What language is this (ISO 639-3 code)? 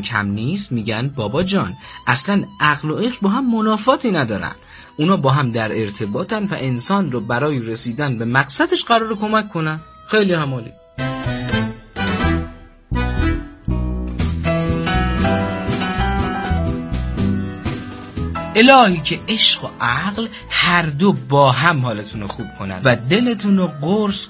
fas